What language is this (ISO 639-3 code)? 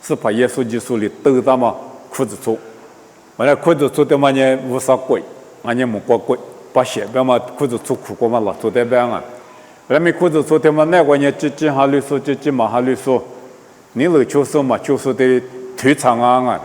lis